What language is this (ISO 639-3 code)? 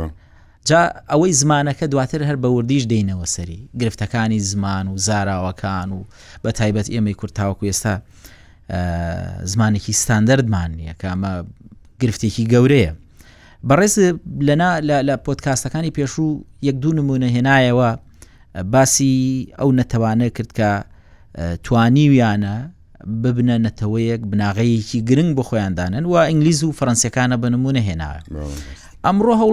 ckb